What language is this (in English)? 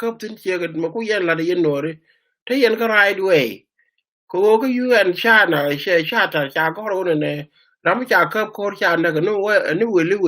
Nuer